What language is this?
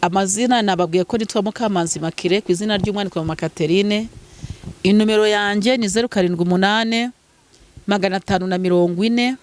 Kinyarwanda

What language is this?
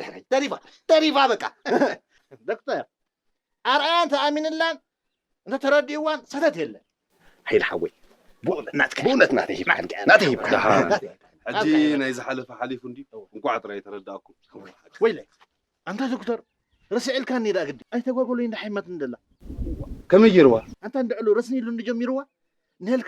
Tigrinya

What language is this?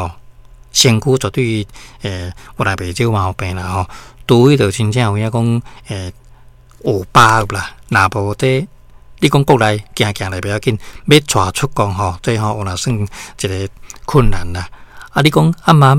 Min Nan Chinese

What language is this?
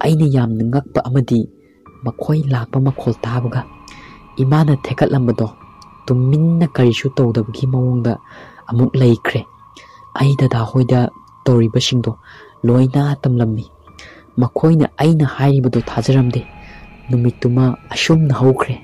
Manipuri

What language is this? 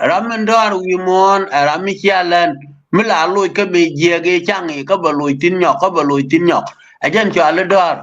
Nuer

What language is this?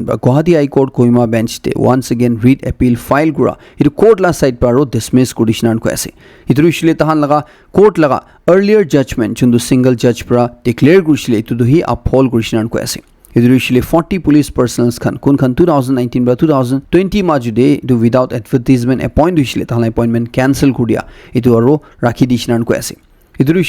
Naga Pidgin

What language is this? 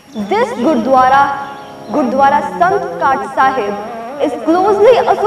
Punjabi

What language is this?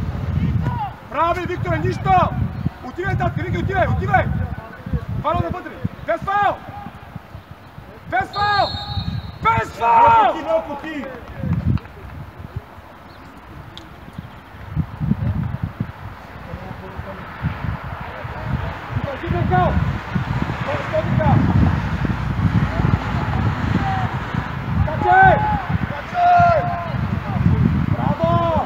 Bulgarian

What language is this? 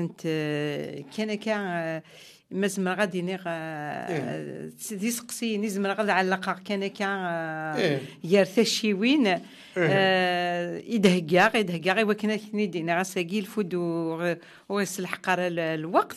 Kabyle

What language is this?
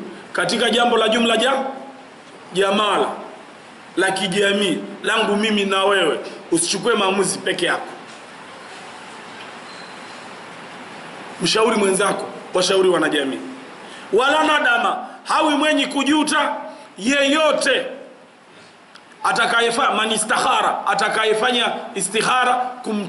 Swahili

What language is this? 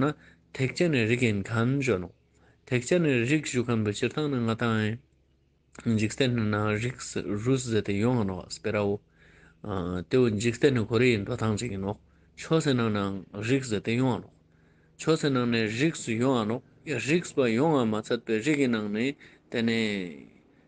Ladakhi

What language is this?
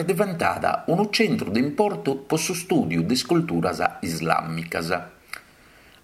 Sardinian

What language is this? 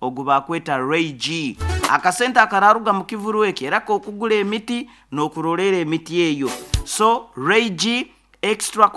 Nyankole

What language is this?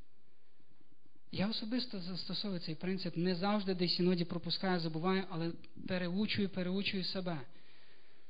Ukrainian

